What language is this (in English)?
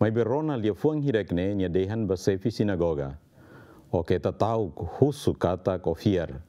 Tetum